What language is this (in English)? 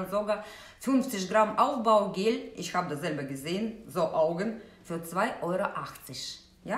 German